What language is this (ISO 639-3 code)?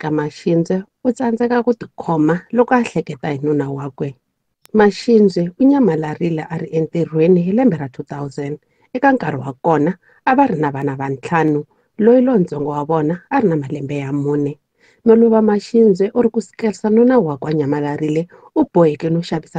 tso